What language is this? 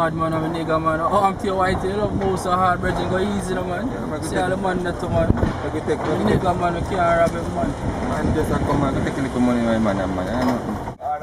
Jamaican Creole English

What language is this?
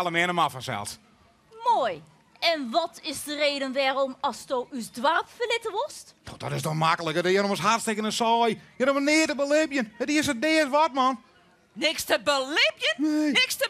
Western Frisian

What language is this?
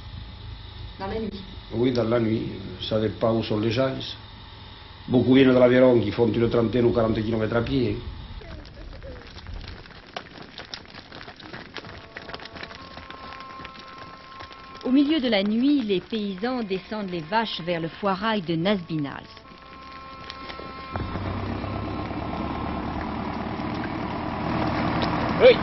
French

